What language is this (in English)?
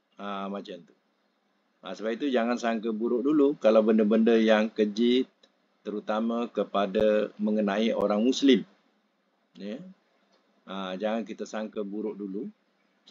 Malay